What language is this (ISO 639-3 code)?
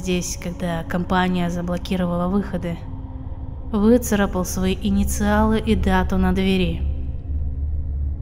rus